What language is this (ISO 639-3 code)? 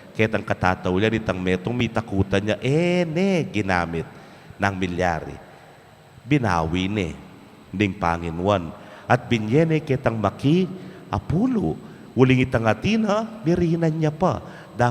pam